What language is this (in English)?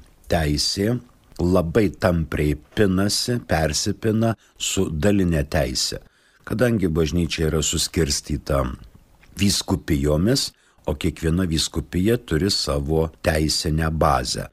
Lithuanian